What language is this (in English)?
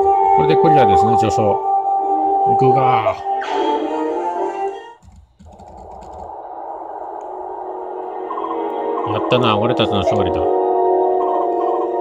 Japanese